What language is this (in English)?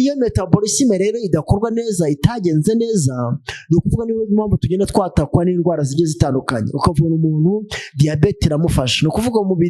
Kinyarwanda